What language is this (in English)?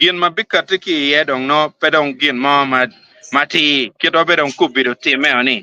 Acoli